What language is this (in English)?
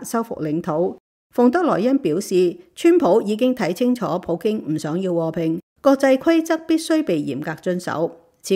Cantonese